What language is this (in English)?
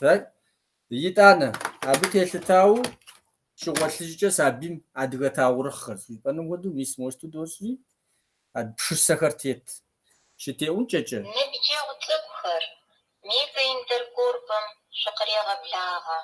Kabardian